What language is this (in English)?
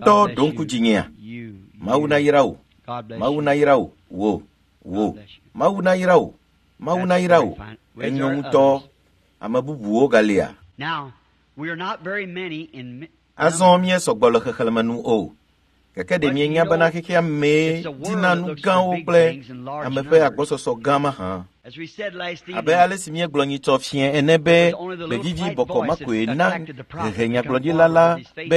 Ewe